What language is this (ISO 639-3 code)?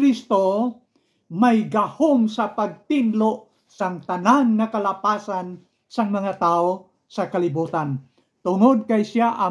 hil